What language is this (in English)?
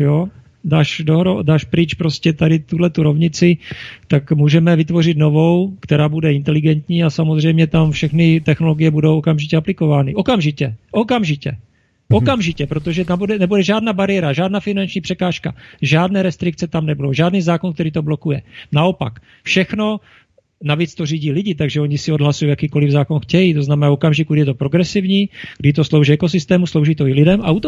Czech